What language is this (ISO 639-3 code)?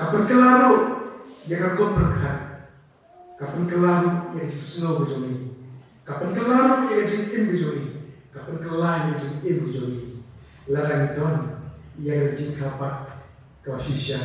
kha